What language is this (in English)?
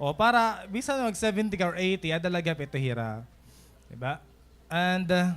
Waray